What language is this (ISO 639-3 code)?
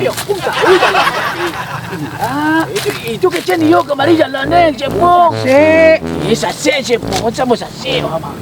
min